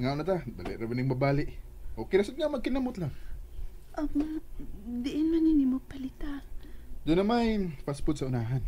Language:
Cebuano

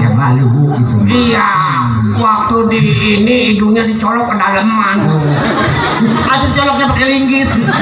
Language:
Betawi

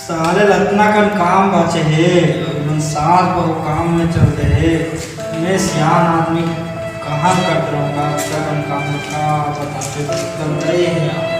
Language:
Chhattisgarhi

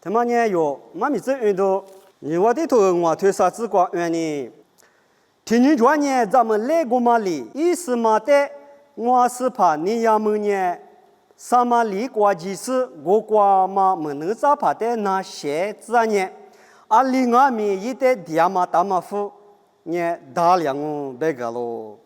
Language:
Lisu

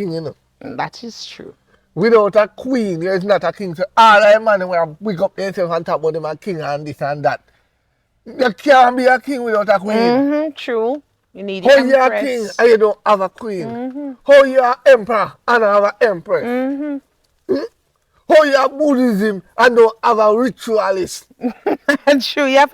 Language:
Jamaican Creole English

